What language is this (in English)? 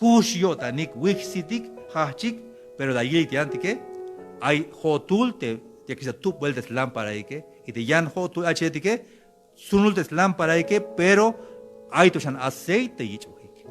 Tzeltal